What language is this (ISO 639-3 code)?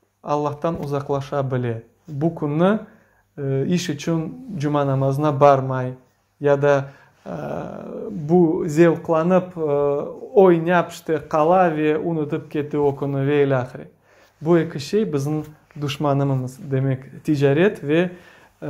crh